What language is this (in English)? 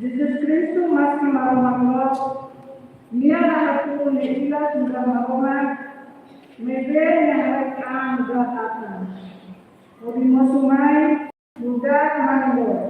Tetum